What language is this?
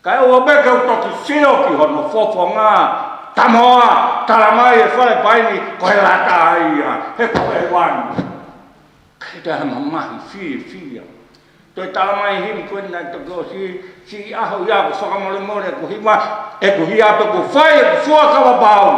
Tongan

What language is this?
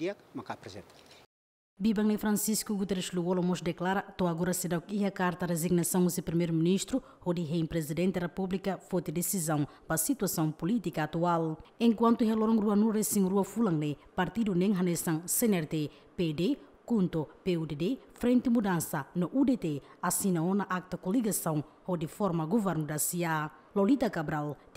Tetum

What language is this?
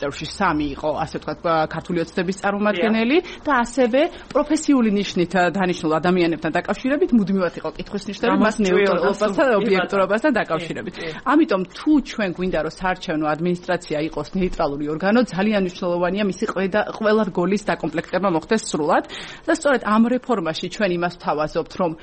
Georgian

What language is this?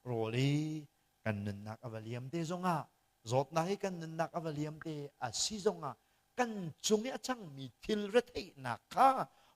Hakha Chin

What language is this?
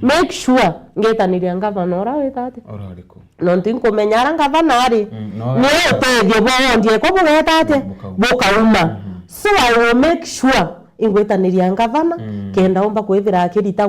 Meru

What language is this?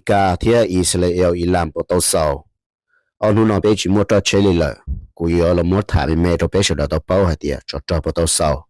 Hmong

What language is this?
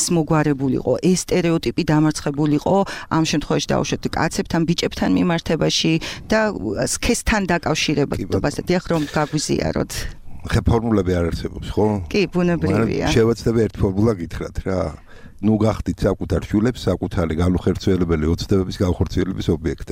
Georgian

